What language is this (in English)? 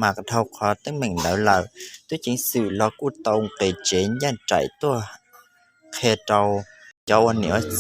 Hmong